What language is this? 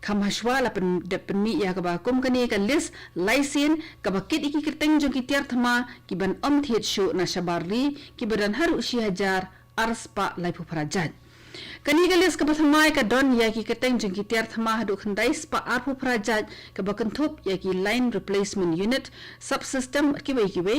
Khasi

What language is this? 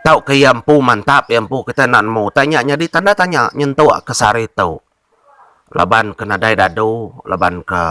Iban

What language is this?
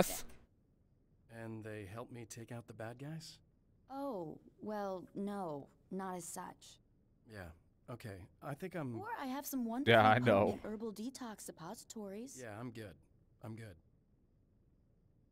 English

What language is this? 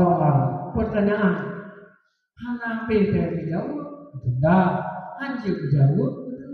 Achinese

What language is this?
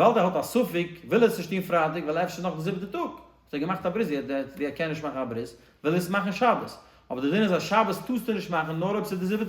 Yiddish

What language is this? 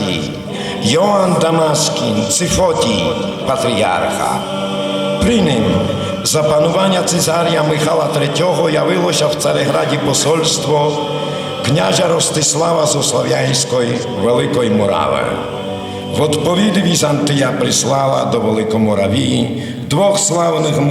Rusyn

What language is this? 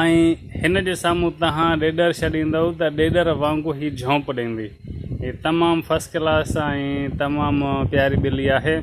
Sindhi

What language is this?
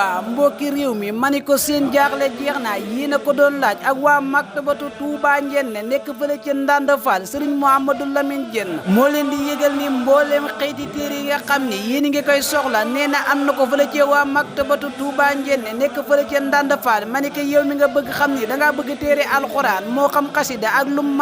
Wolof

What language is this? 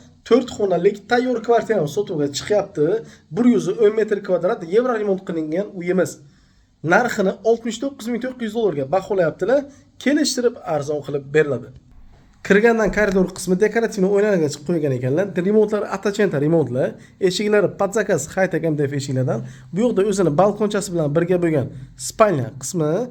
Uzbek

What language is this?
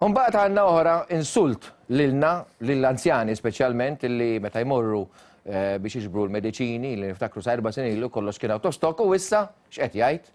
Maltese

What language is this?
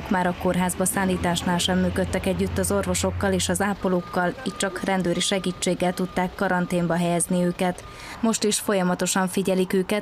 Hungarian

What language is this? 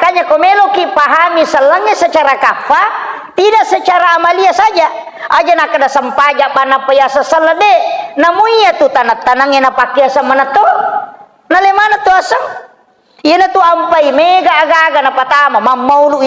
Buginese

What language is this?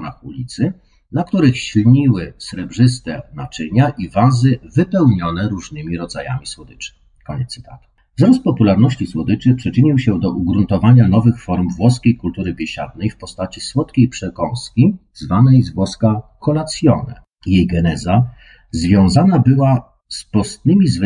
Polish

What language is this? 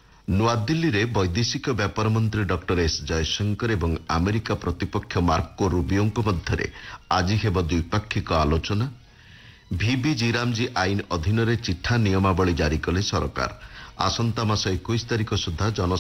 Odia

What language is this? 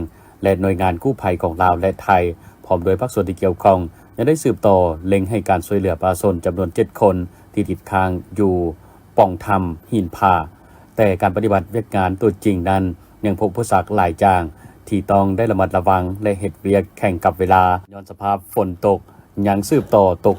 Lao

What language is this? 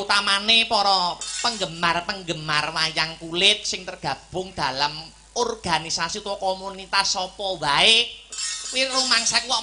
Javanese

